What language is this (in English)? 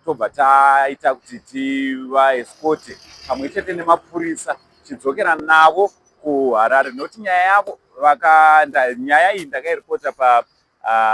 Shona